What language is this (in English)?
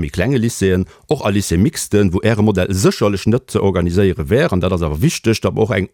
Luxembourgish